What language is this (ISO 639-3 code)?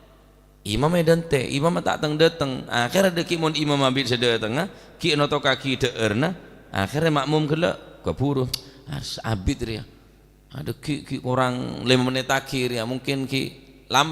mad